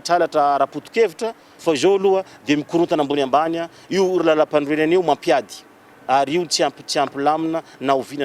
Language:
Malagasy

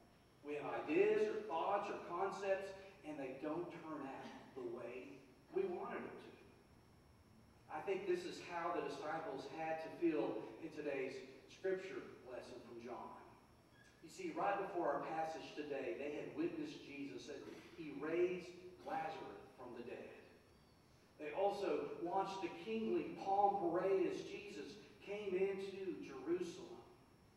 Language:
English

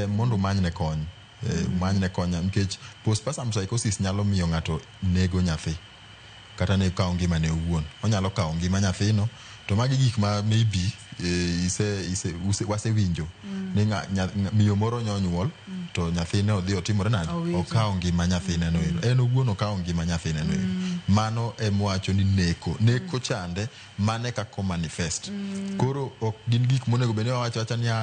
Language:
Luo (Kenya and Tanzania)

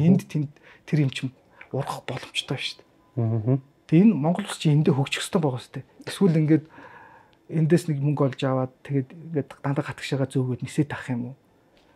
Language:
Mongolian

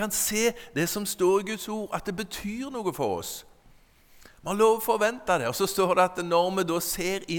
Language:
Norwegian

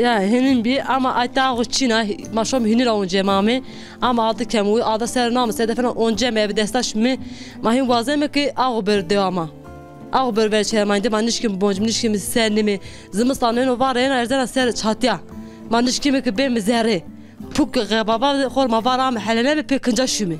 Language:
Zaza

